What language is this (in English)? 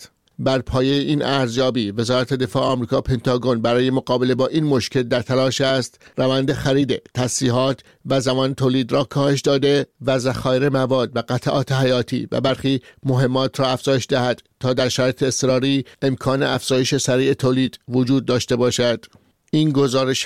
Persian